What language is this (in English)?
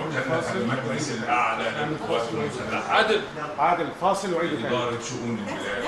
Egyptian Arabic